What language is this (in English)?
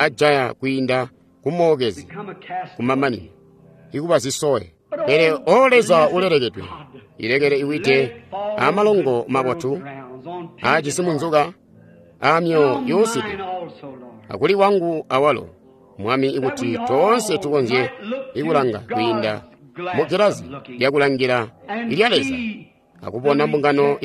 Tonga (Zambia)